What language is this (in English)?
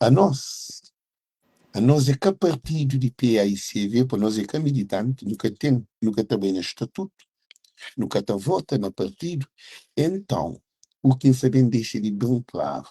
Kabuverdianu